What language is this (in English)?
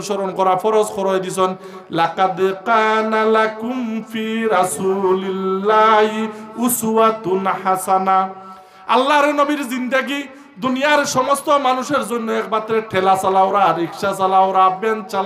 Sylheti